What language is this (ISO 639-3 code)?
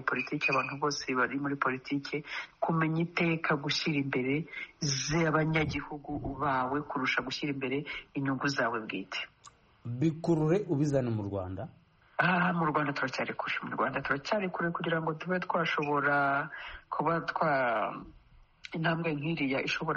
kin